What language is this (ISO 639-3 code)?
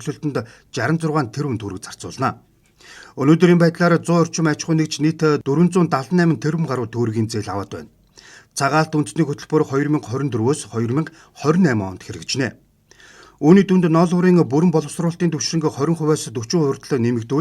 mon